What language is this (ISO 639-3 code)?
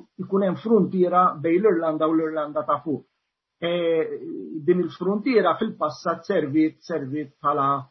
mlt